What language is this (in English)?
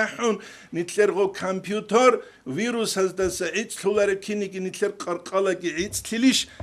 Avaric